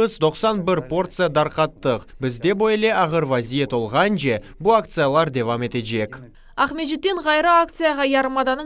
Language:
Crimean Tatar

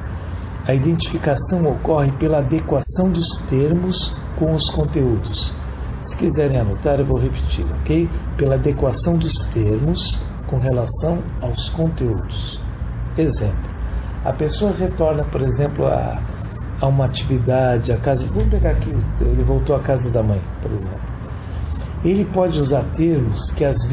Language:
Portuguese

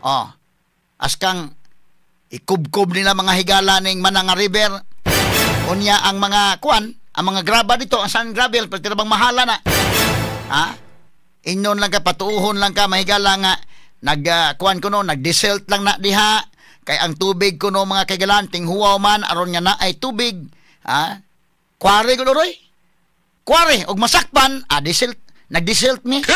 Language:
Cebuano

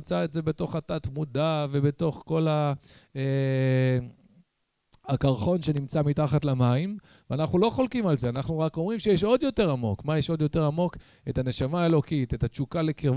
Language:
Hebrew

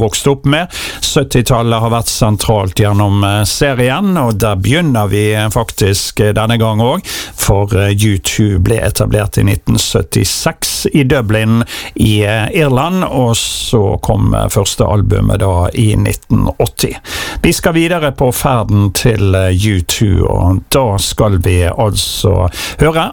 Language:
Norwegian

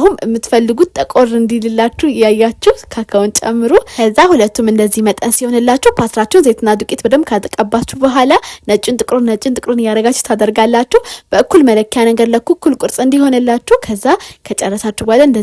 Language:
Amharic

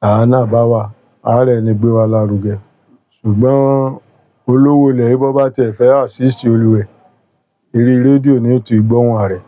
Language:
Yoruba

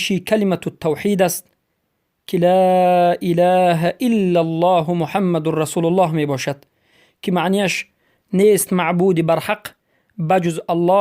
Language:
Persian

